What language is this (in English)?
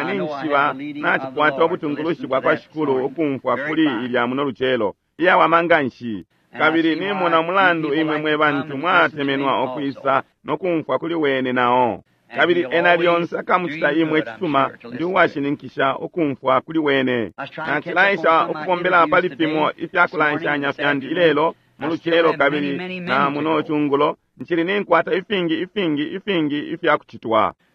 Bemba